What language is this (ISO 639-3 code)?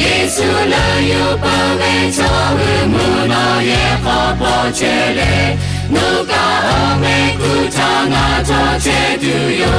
lhu